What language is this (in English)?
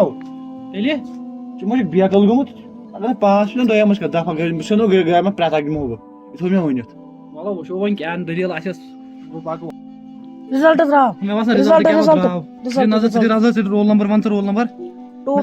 Kashmiri